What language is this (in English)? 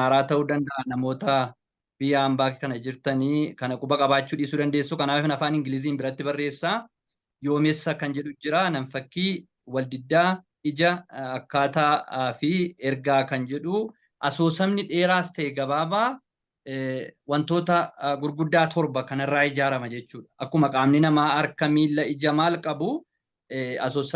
Oromo